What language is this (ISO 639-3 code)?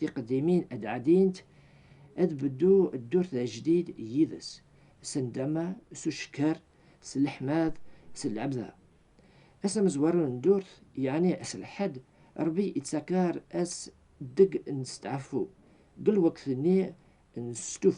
kab